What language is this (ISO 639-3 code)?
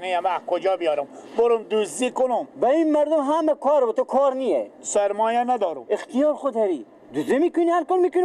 fas